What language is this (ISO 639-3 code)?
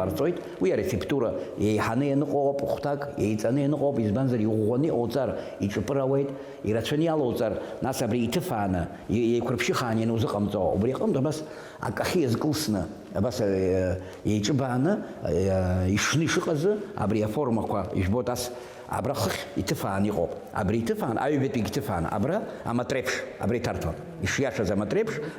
abk